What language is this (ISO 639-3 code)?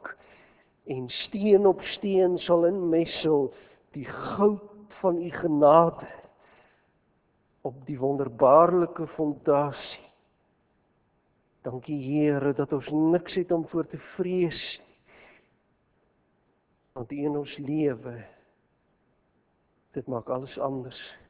afr